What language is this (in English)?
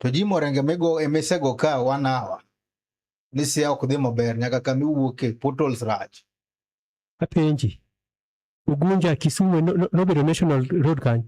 Luo (Kenya and Tanzania)